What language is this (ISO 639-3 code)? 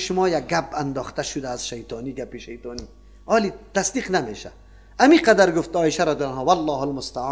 fas